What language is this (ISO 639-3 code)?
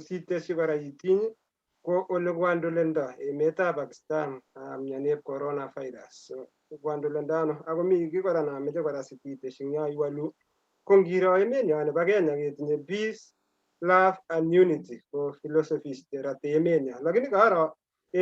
kln